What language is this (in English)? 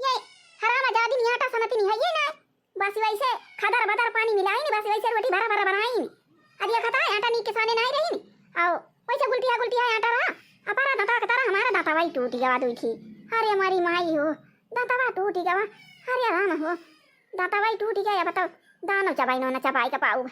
Awadhi